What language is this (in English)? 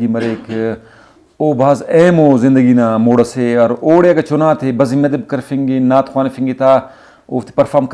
Brahui